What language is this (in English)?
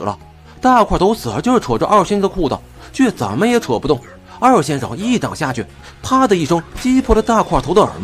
Chinese